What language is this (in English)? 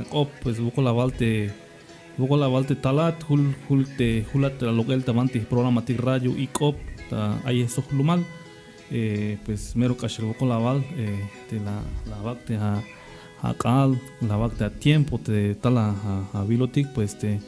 Tzeltal